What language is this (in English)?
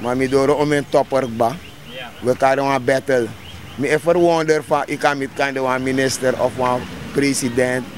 Sranan Tongo